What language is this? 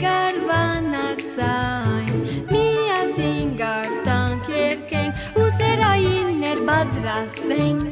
Western Armenian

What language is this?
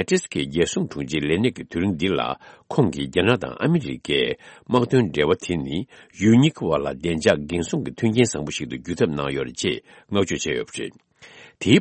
Tibetan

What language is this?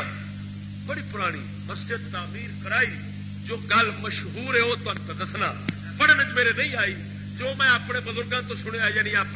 Saraiki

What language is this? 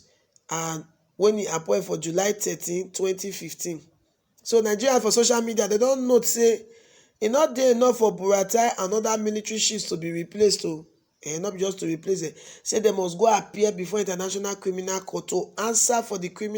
Nigerian Pidgin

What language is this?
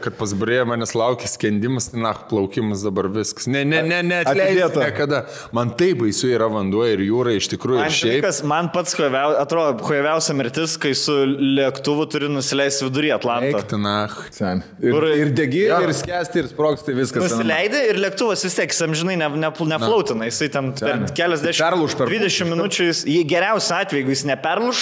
Lithuanian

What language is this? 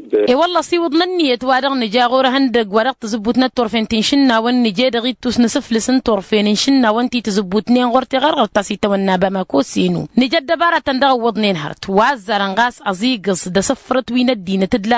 Tamasheq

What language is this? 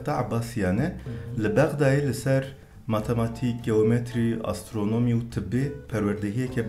Kurdish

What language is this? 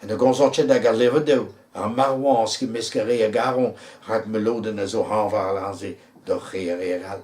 Breton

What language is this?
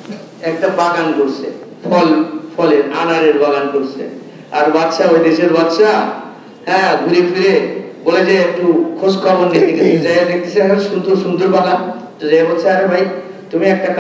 Bangla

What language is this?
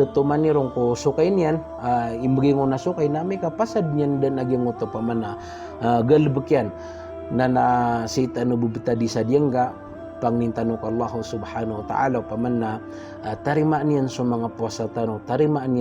Maranao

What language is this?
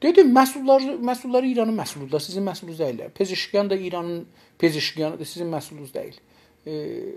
South Azerbaijani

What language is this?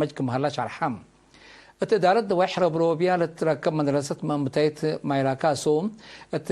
Tigre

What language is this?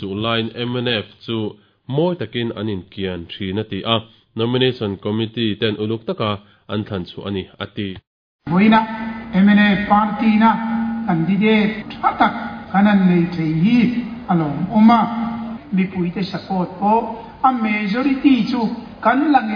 Mizo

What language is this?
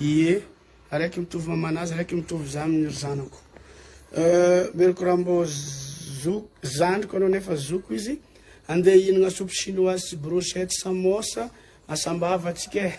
Malagasy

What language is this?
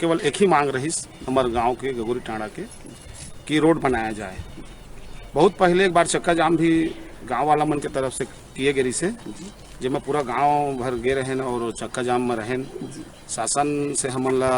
Chhattisgarhi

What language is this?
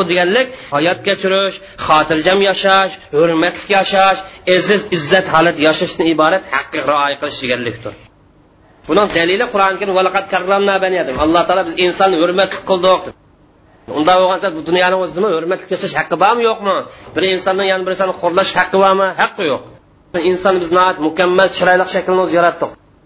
Uyghur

